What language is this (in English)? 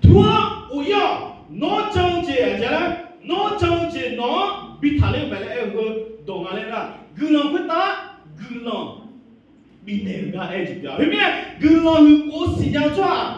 Akha